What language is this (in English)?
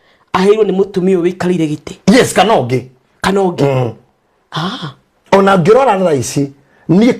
Kikuyu